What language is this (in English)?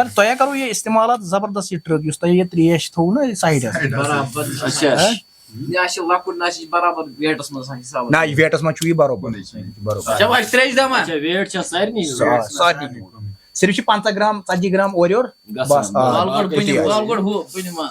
Kashmiri